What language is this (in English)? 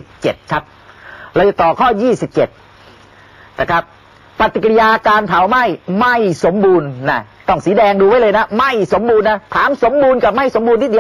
Thai